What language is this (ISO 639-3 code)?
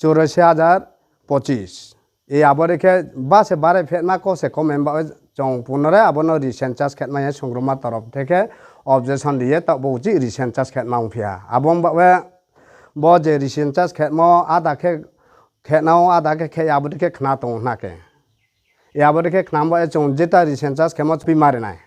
ria